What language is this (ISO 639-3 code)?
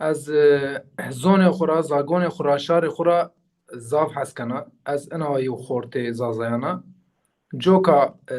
zza